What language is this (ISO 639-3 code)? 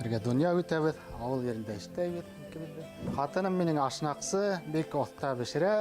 bak